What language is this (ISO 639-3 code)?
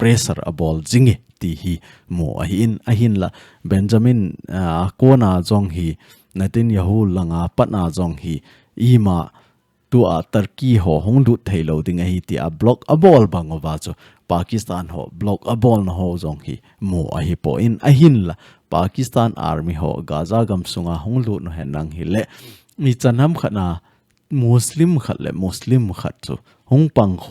tcz